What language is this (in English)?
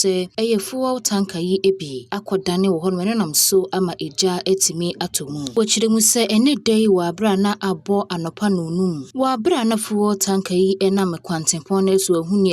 Akan